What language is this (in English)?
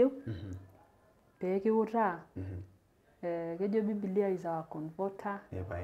Masai